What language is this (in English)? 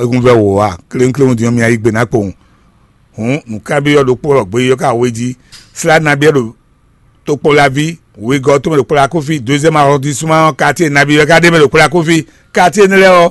Fon